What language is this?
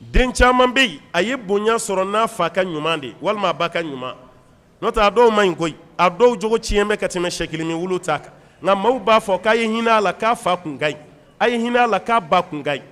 Bambara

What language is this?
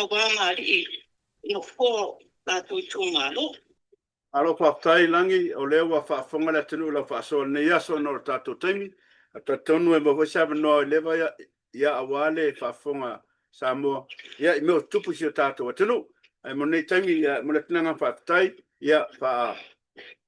Samoan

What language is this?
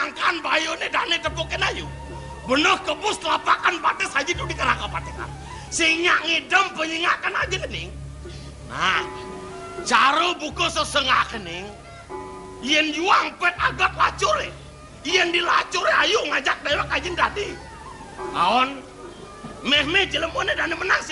Balinese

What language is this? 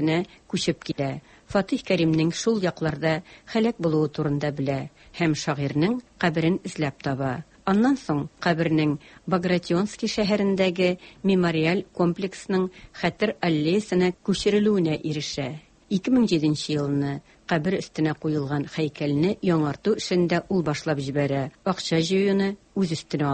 Tatar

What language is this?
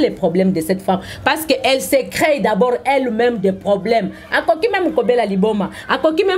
Lingala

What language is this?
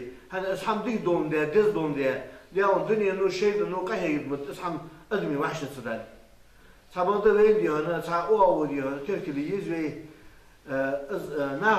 Ingush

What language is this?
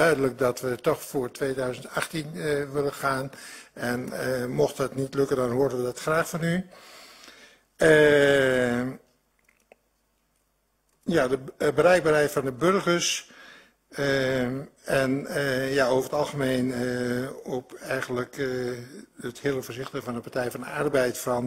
Dutch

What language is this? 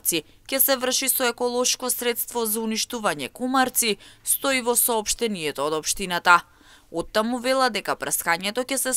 Macedonian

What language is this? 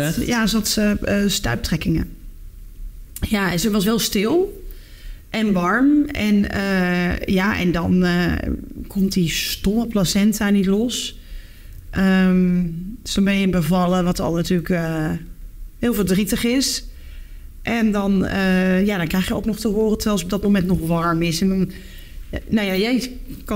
Dutch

